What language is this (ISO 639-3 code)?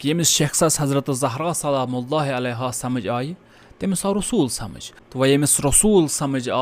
kas